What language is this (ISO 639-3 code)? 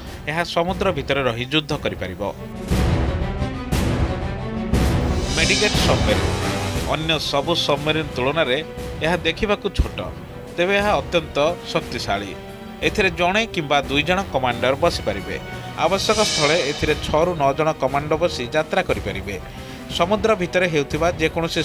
ori